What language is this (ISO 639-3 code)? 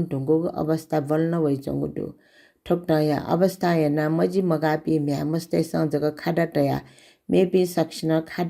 new